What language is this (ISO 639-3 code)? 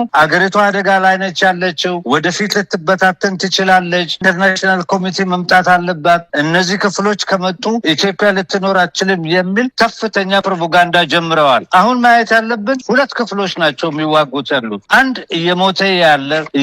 amh